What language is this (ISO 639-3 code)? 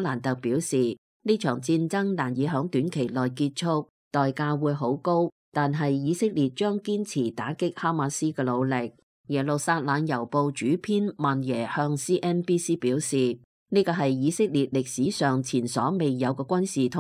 yue